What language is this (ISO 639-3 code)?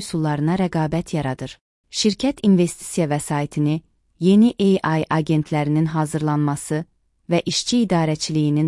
aze